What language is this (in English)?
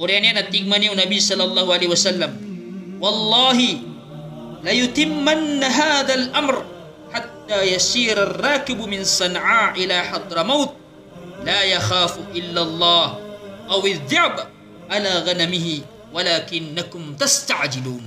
Maranao